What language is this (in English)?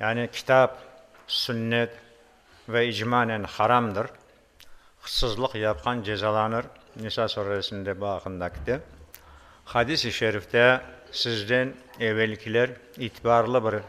Crimean Tatar